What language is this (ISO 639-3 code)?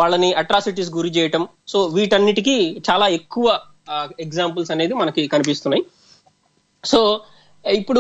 tel